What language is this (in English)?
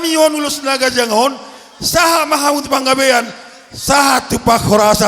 Batak Toba